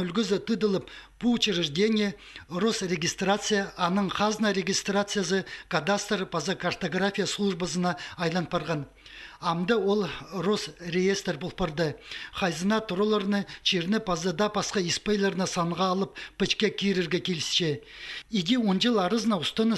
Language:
Khakas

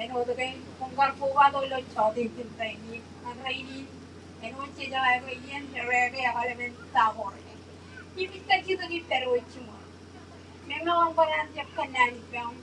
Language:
Marshallese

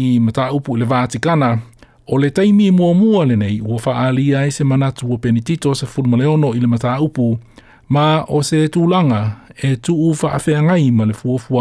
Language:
Samoan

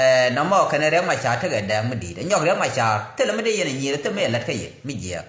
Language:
Nuer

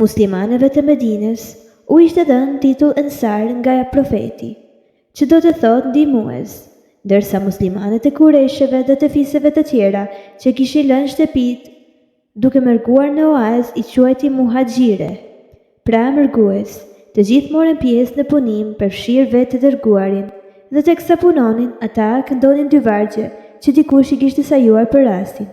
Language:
Albanian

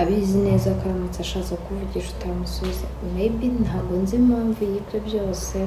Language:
Kinyarwanda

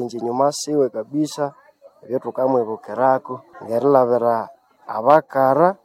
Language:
Nande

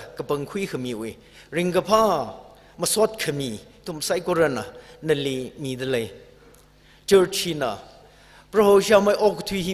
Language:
Tangkhul Naga (India)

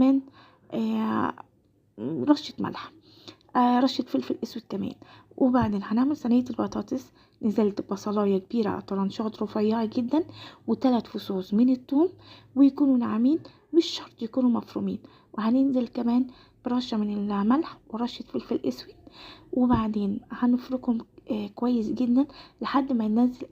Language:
Egyptian Arabic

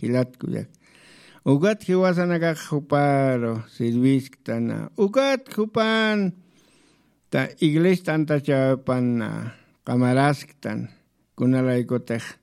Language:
Aymara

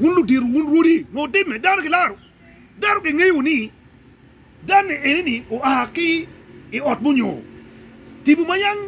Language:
Acoli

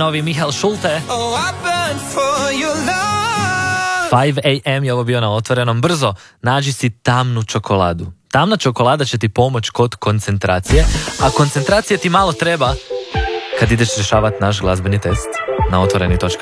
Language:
Croatian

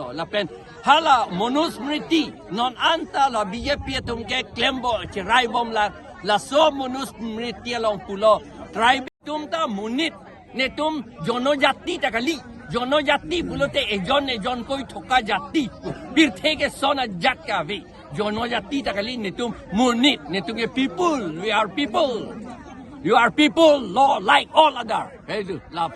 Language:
Karbi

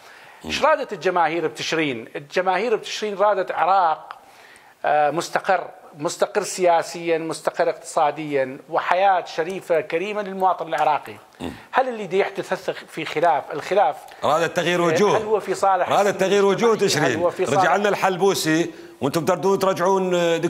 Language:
Mesopotamian Arabic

